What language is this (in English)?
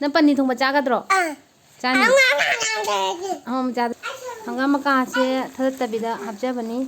Manipuri